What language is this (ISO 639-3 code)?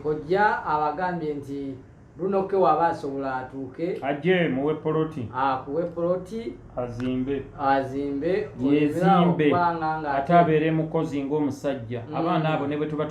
lug